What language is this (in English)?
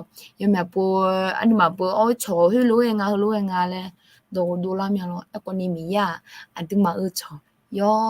Akha